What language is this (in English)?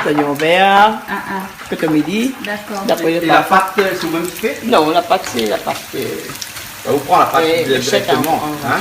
Réunion Creole French